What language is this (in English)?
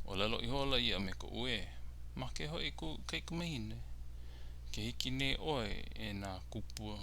Hawaiian